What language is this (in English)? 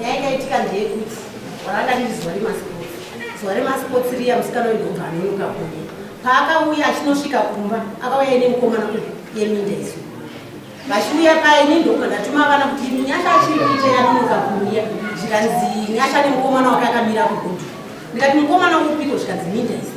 Shona